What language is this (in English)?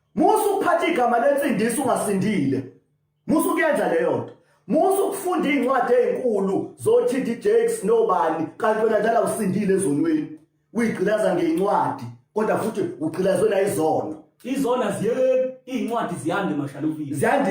Zulu